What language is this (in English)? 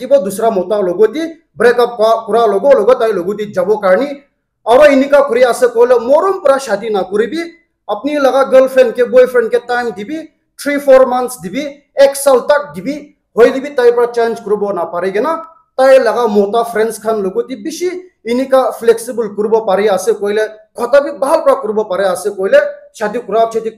Naga Pidgin